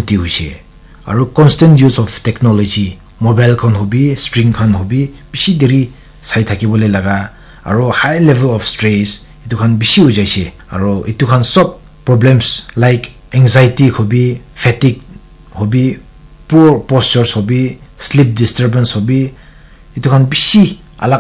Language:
Naga Pidgin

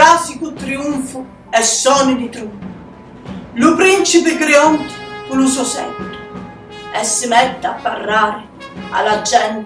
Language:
Sicilian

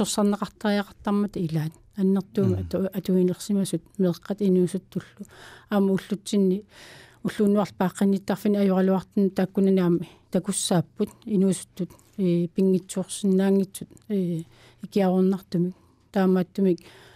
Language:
Kalaallisut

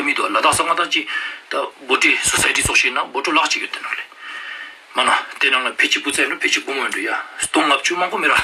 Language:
Ladakhi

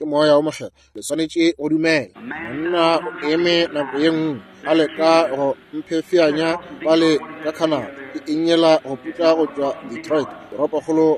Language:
Northern Sotho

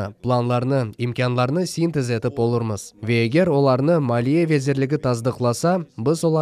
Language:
Crimean Tatar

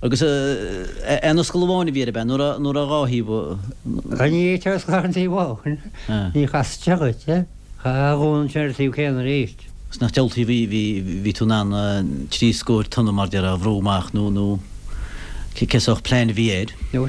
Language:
Irish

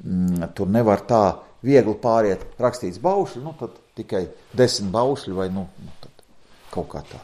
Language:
Latvian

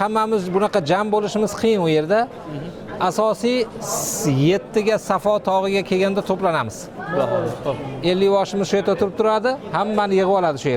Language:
Uzbek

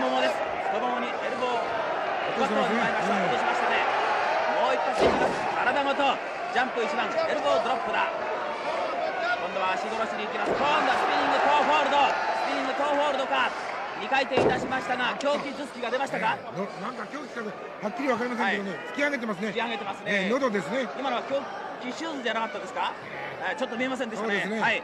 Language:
Japanese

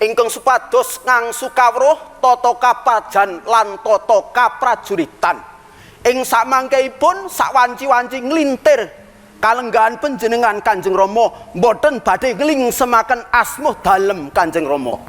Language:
Javanese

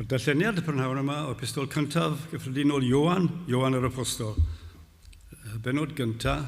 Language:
Welsh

